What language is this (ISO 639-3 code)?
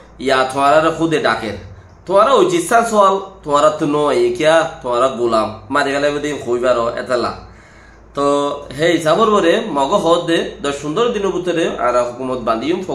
rhg